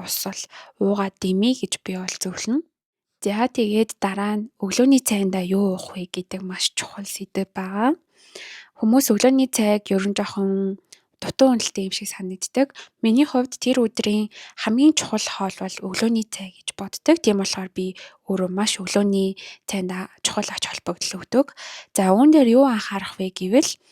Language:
Mongolian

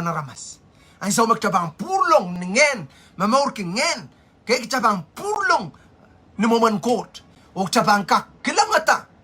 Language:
Pohnpeian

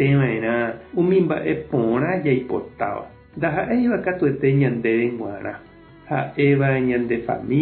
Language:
Guarani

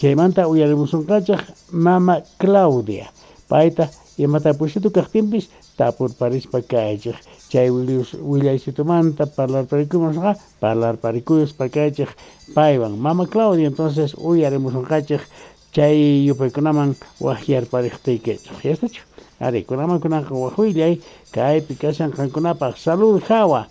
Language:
South Bolivian Quechua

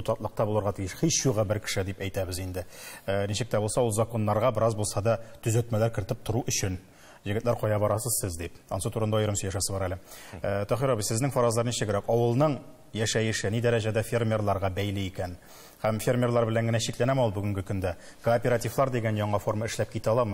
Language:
Tatar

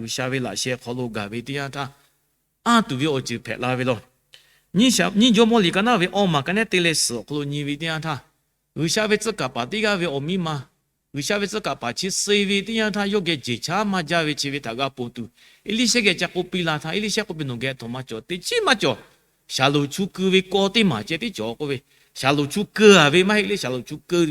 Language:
Lahu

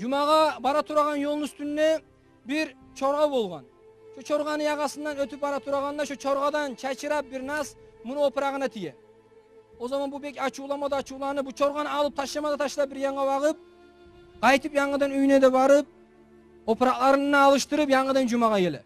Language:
Kumyk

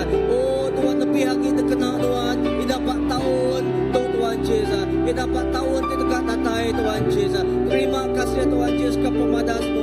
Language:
Iban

